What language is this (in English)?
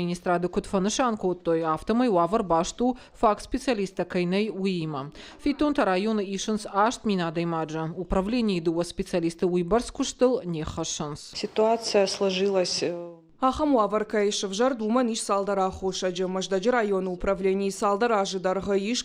Ossetic